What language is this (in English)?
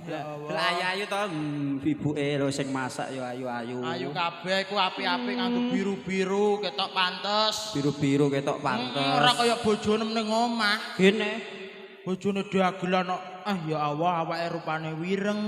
Javanese